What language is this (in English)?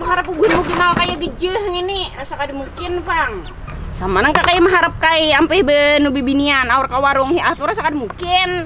Banjar